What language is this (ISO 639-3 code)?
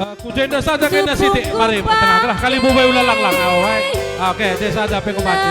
btx